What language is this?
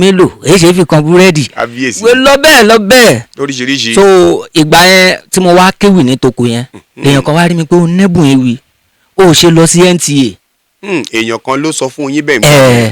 Yoruba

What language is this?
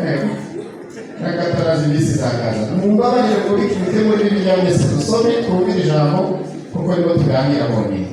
Kinyarwanda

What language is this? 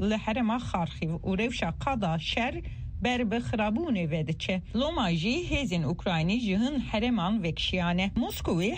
Kurdish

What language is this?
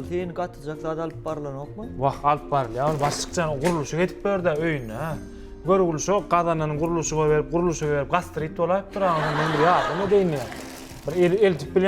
Turkmen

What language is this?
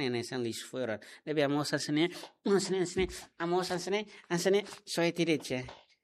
Tetum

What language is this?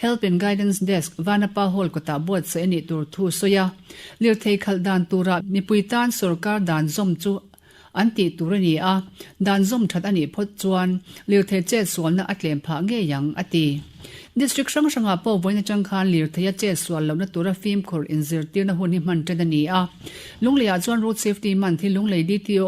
Mizo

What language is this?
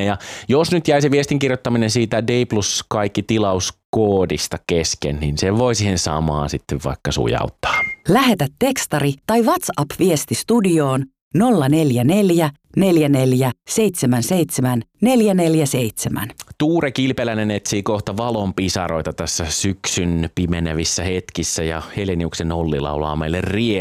Finnish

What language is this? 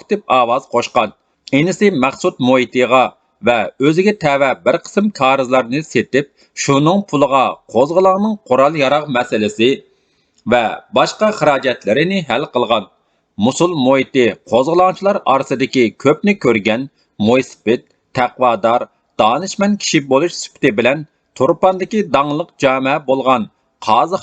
Uyghur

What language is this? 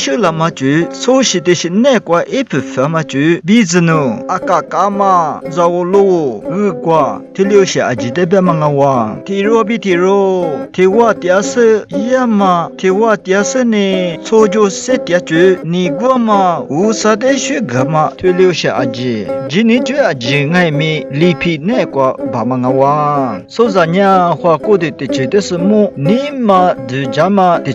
Lisu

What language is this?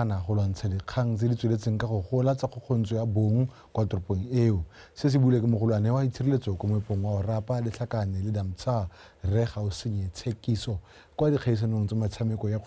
Tswana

